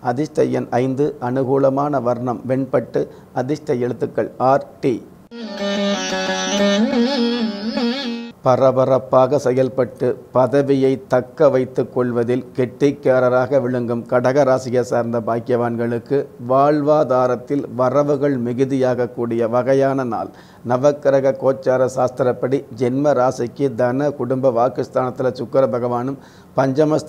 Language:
Tamil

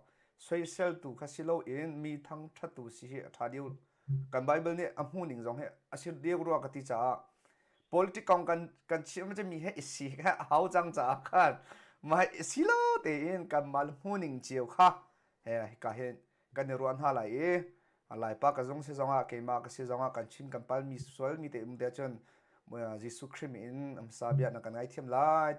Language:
Hakha Chin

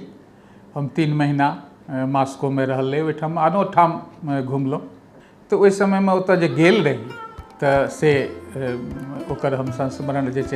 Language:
Maithili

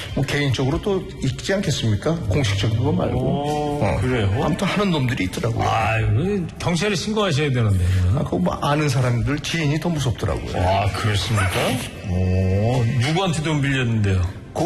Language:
Korean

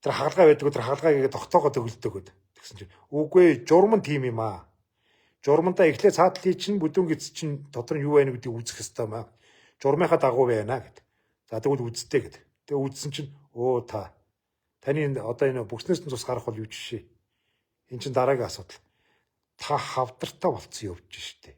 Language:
Mongolian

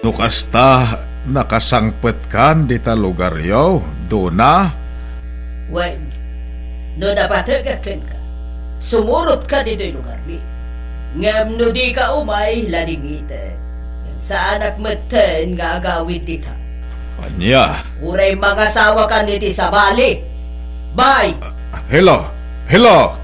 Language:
Iloko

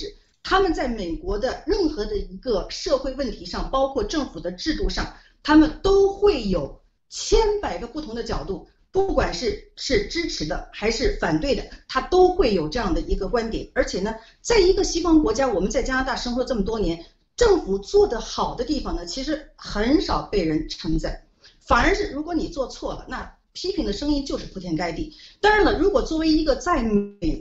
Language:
Chinese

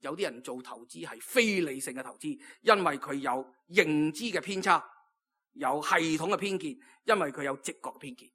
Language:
Cantonese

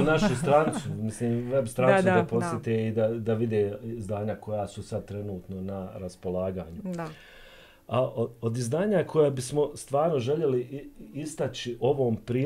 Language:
Bosnian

